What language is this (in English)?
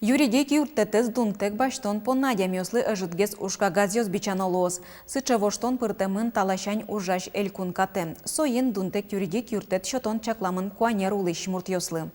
Udmurt